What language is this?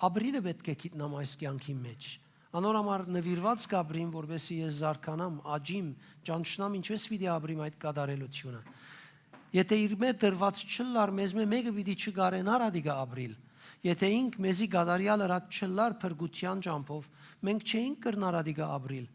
Western Armenian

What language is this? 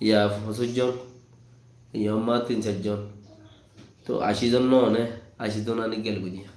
Rohingya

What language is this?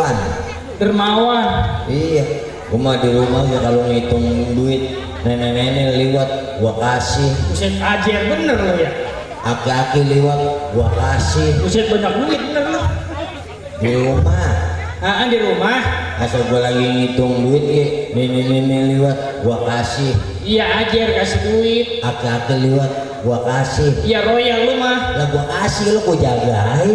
Betawi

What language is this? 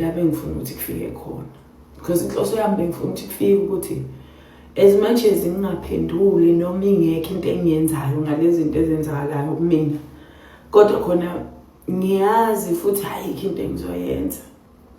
Zulu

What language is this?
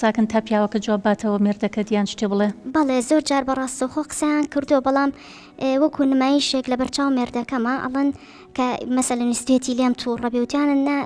Central Kurdish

